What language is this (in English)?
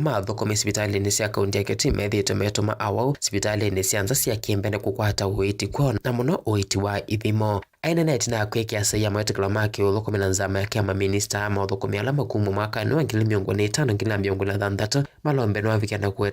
Kamba